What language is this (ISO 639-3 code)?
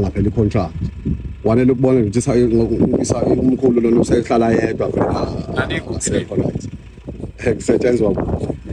zul